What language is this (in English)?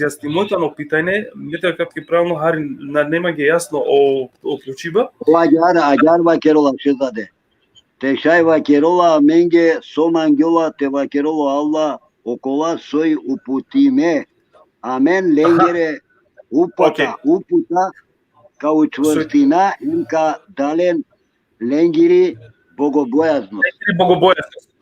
Balkan Romani